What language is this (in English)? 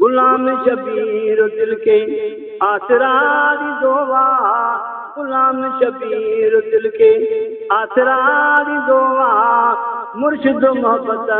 Saraiki